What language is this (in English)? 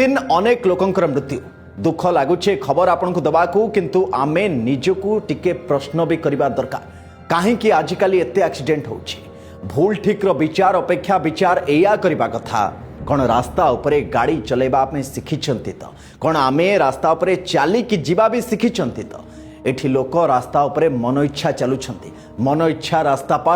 Odia